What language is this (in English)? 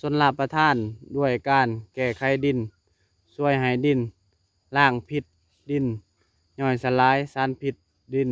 Lao